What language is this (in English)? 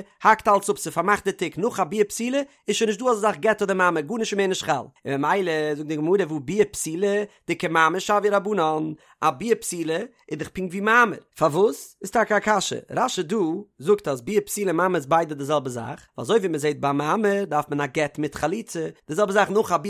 Yiddish